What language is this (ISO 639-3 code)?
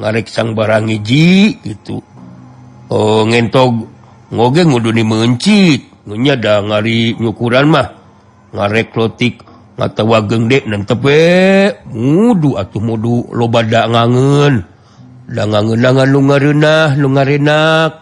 sun